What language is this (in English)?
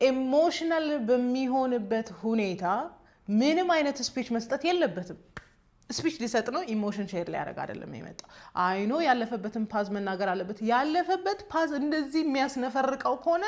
Amharic